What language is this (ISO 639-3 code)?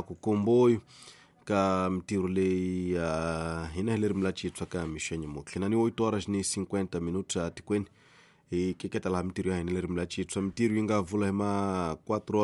tso